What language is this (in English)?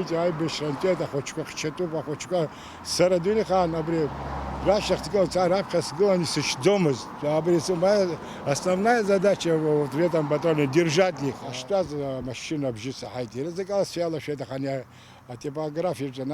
Abkhazian